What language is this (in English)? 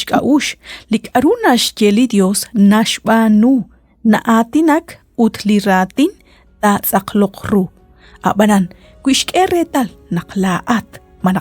Kekchí